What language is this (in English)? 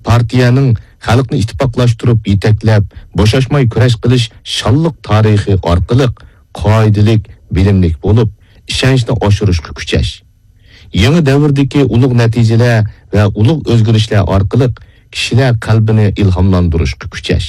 Uyghur